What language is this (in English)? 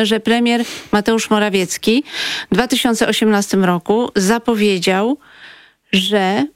Polish